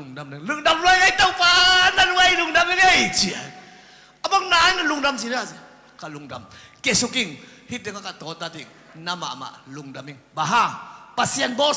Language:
Tedim Chin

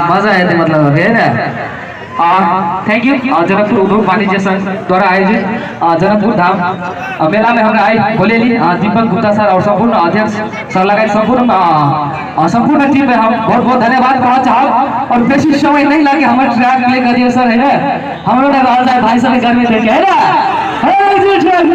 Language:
Maithili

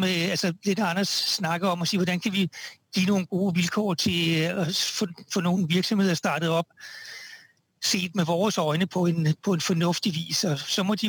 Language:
Danish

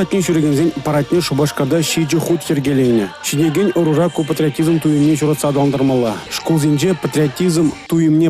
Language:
Chuvash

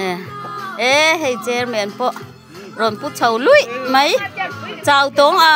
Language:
Mizo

